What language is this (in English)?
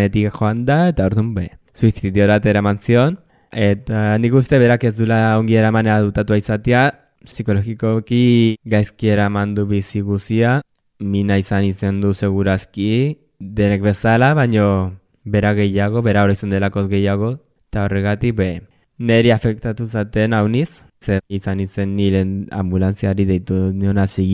Basque